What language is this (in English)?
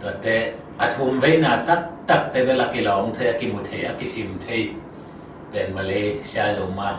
Tedim Chin